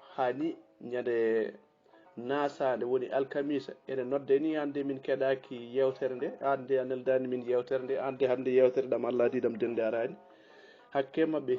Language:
Fula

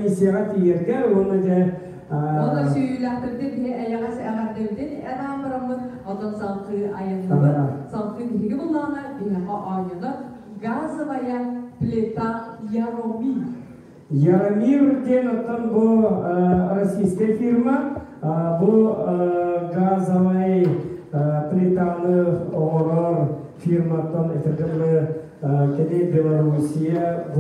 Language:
Yakut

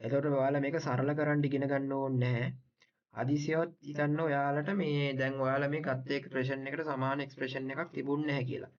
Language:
Sinhala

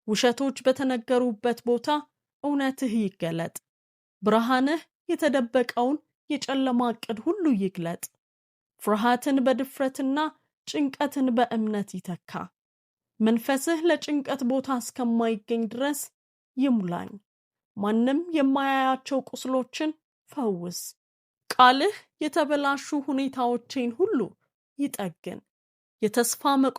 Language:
Amharic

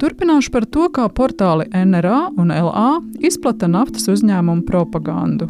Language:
Latvian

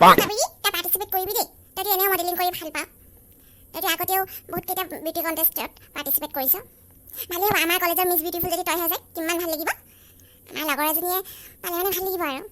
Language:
Assamese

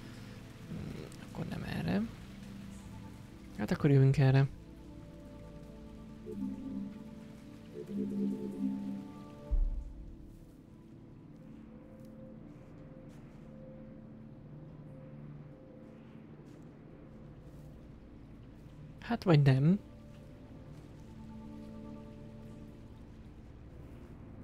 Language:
Hungarian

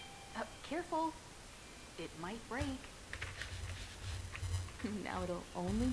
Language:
German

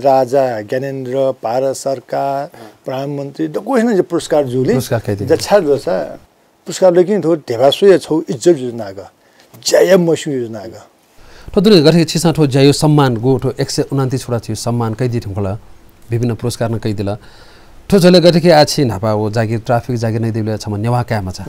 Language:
Newari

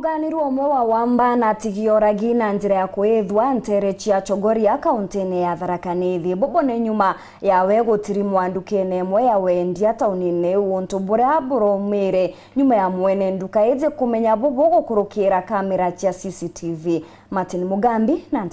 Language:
Meru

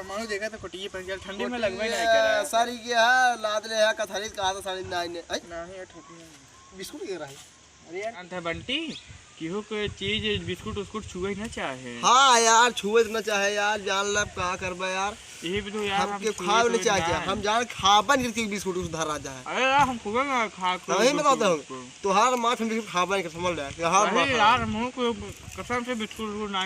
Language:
Awadhi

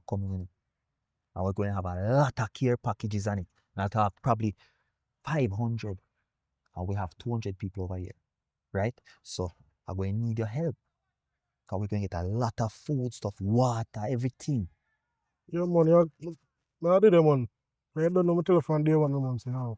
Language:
Jamaican Creole English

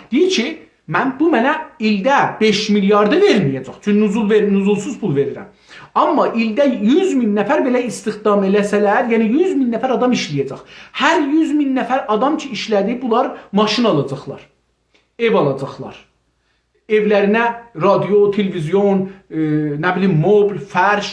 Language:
South Azerbaijani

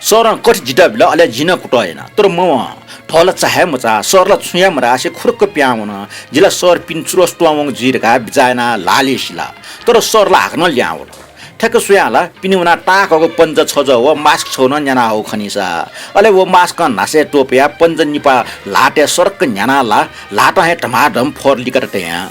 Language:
Newari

